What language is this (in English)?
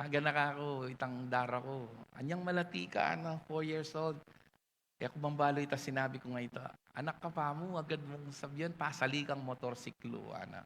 Pampanga